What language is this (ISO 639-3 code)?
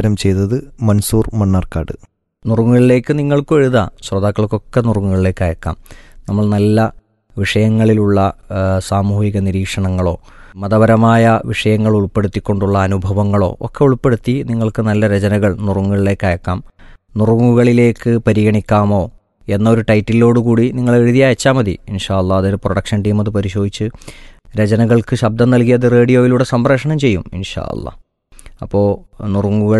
mal